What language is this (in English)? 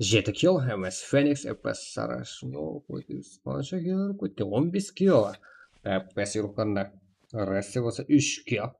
Kara-Kalpak